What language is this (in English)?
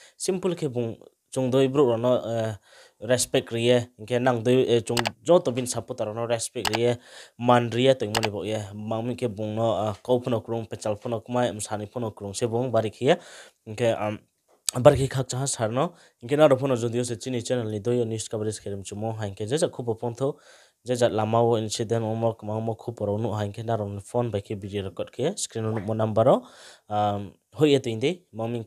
Riang (India)